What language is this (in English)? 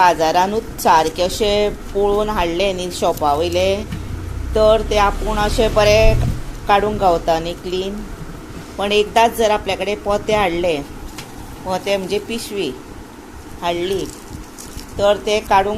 Konkani